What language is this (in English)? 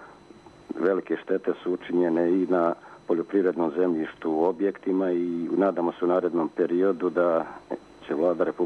Serbian